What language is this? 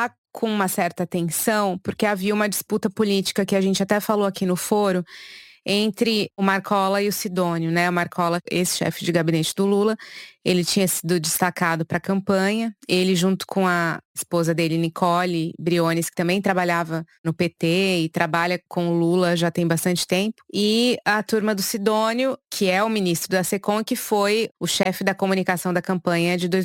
Portuguese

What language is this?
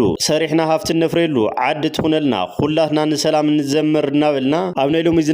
Tigrinya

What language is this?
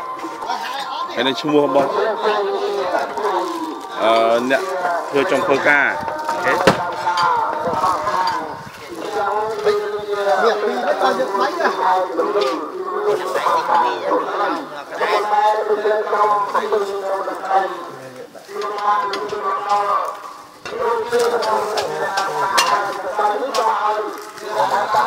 Vietnamese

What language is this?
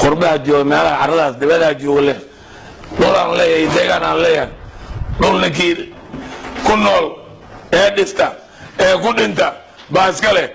Somali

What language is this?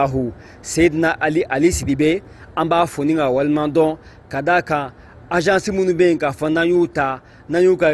Bambara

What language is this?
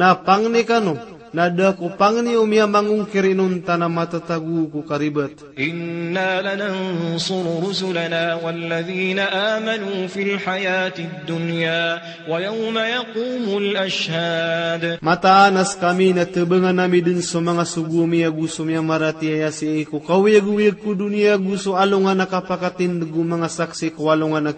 Maranao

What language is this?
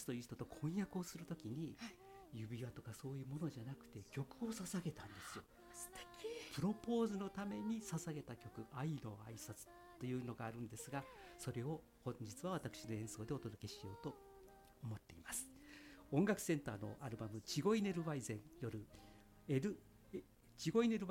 Japanese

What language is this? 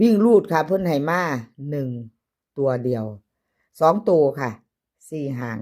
Northeastern Thai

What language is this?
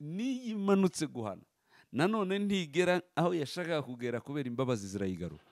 Kinyarwanda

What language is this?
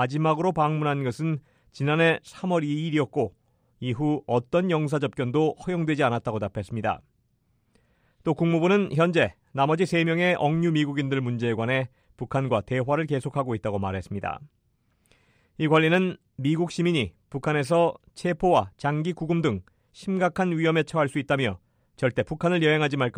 Korean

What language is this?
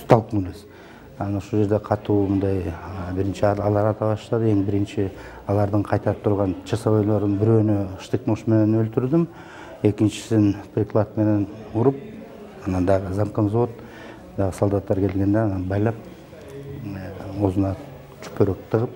Kyrgyz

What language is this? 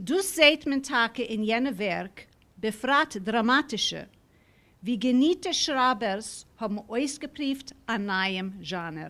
Yiddish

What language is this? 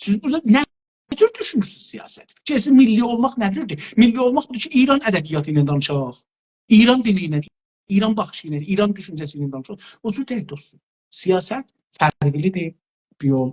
South Azerbaijani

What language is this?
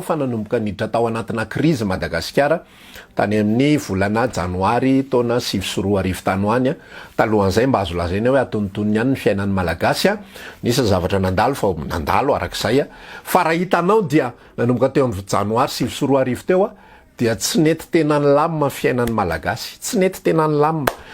Malagasy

